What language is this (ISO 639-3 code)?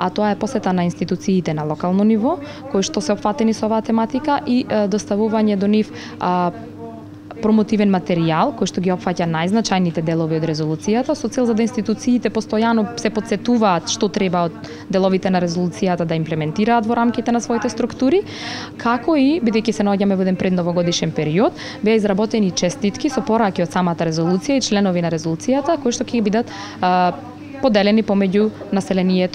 mkd